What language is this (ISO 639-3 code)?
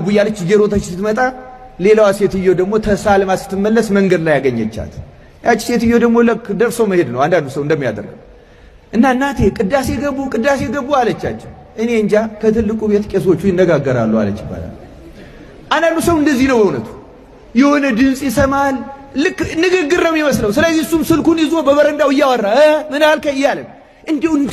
amh